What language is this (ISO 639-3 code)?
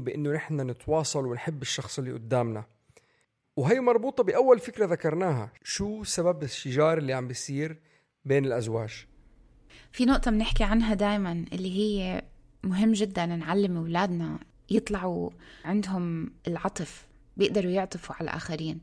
apc